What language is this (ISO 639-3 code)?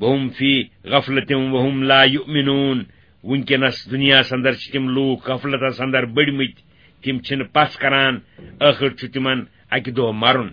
kas